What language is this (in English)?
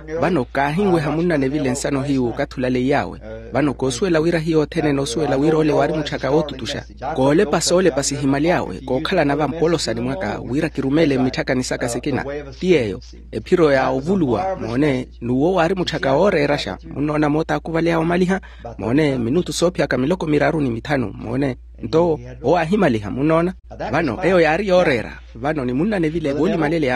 Makhuwa